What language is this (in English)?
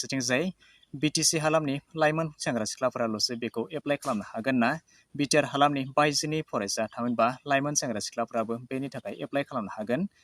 Bodo